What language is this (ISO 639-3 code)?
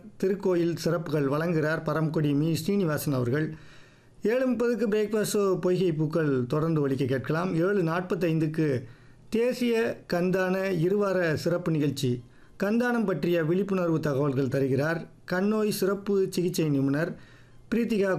tam